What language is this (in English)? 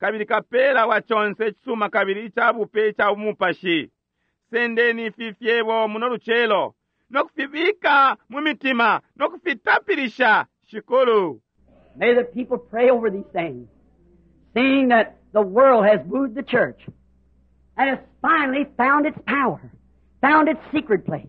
Bemba